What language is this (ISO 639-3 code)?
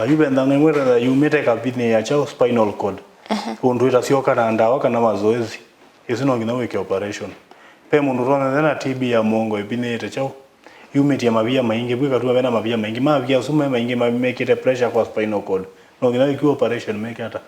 kam